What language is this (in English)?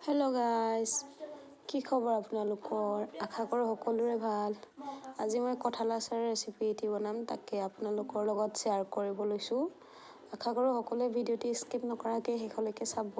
Assamese